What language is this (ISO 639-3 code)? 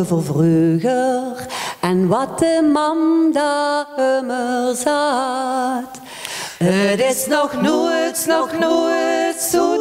nld